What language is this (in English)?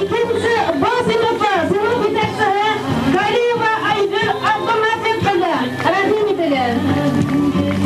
Bashkir